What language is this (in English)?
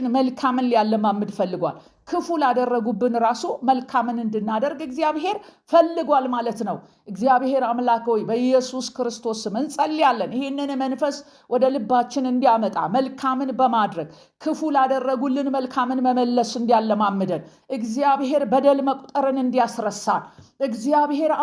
Amharic